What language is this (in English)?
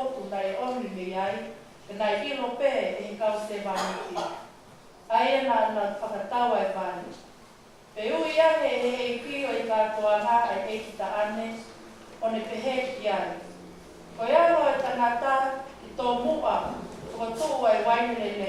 Tongan